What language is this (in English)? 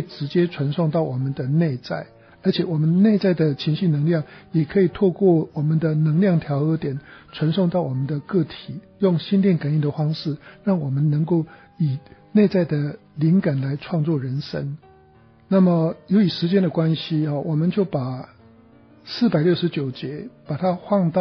Chinese